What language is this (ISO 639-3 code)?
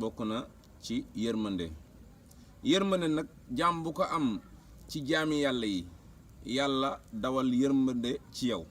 wol